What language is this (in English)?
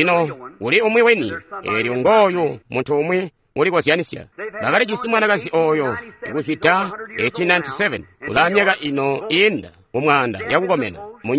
Tonga (Zambia)